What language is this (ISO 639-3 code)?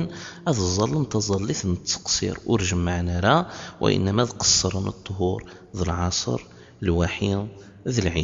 kab